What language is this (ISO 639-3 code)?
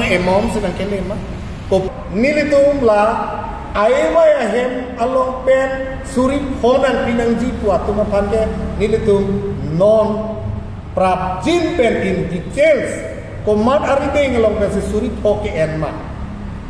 mjw